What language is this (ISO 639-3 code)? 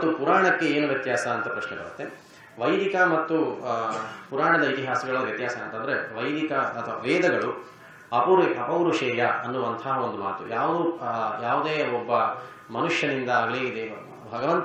kan